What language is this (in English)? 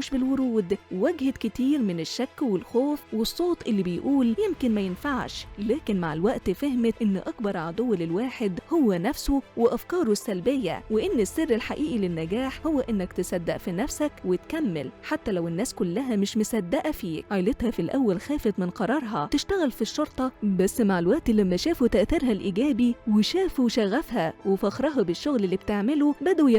Egyptian Arabic